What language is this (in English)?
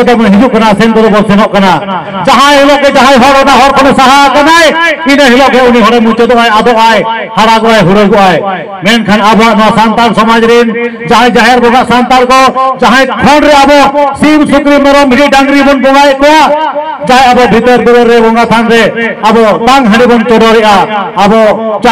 Santali